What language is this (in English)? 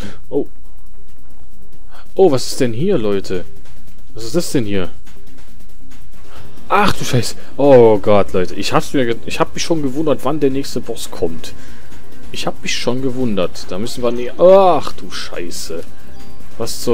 German